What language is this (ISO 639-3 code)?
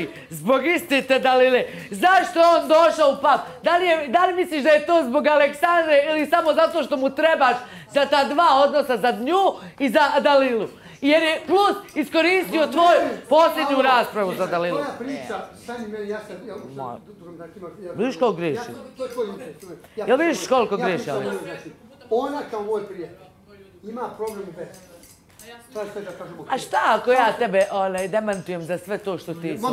bos